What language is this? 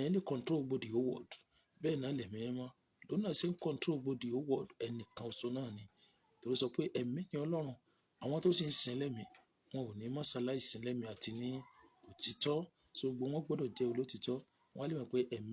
Yoruba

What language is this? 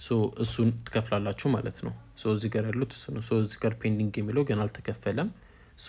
Amharic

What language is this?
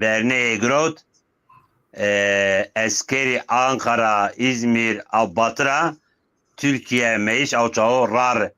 Zaza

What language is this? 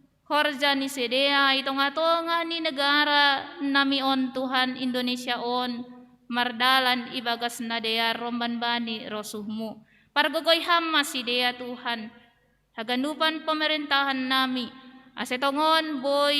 Batak Simalungun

